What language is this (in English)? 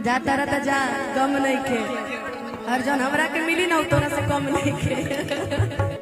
Maithili